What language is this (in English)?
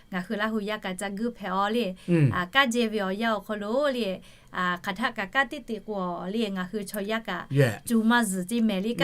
Lahu